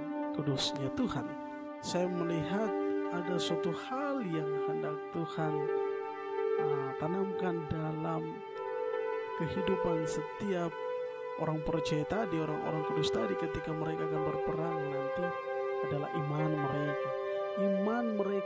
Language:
Indonesian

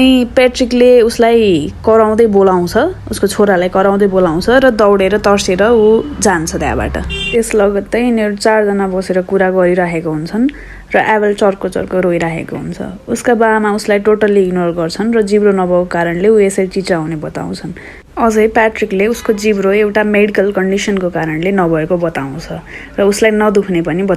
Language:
Nepali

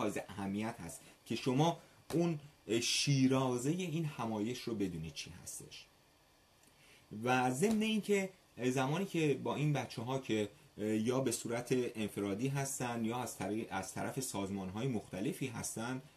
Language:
Persian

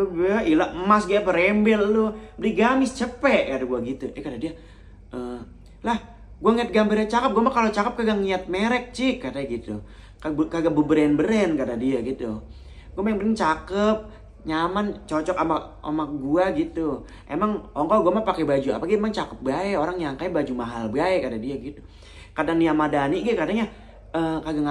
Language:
Betawi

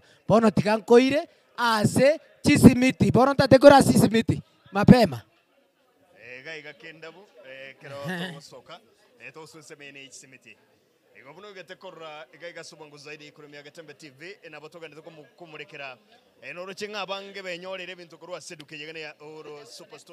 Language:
Gusii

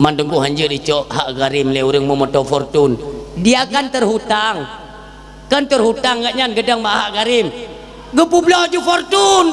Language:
Achinese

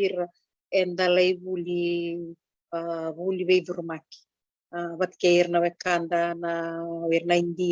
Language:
Fijian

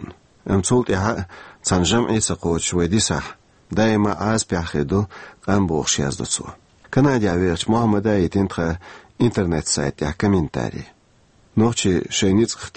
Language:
Chechen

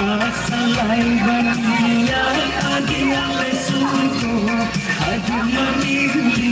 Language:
Minangkabau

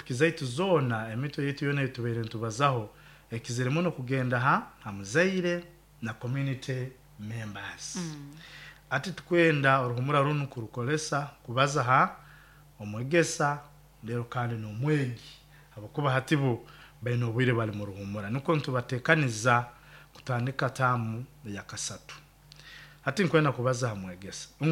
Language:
Nyankole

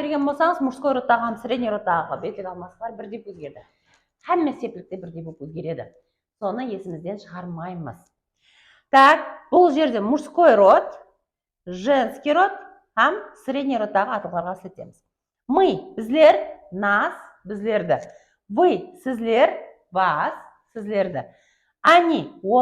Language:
Kara-Kalpak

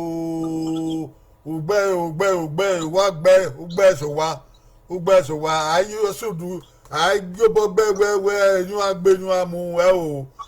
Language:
Bini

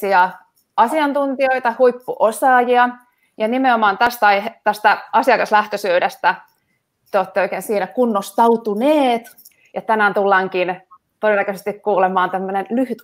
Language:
Finnish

